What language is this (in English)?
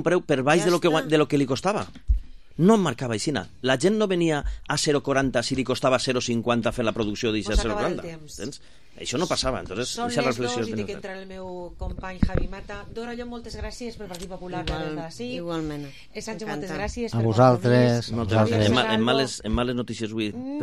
Catalan